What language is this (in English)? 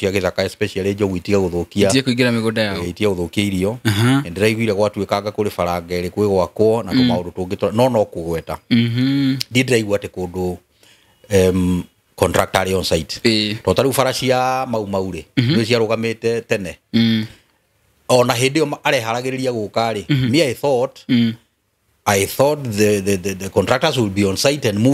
Kikuyu